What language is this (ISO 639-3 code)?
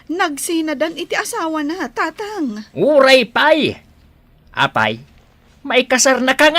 ilo